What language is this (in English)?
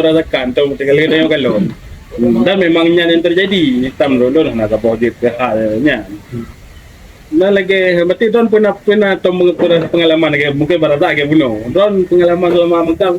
Achinese